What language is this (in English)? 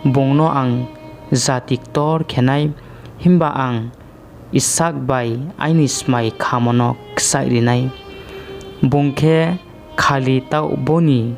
Riang (India)